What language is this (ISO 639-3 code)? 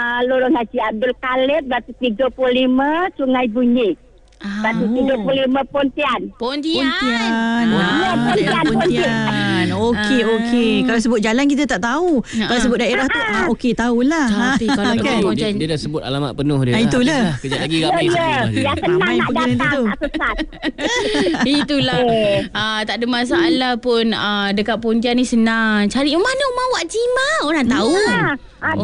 msa